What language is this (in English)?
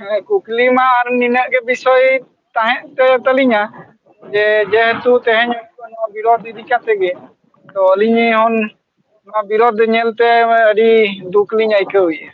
Santali